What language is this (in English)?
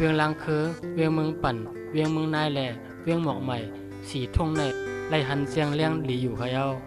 Shan